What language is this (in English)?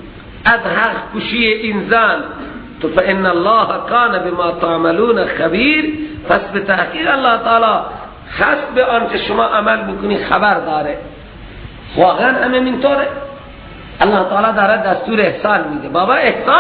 Persian